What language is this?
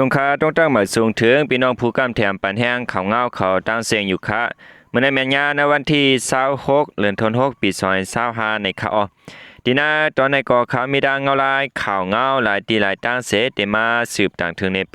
Shan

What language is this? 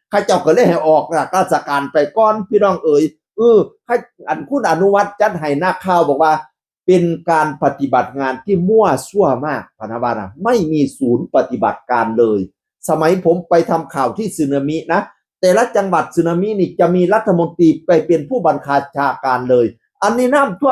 Northeastern Thai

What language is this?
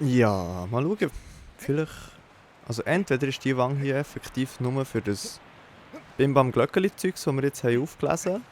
Swiss German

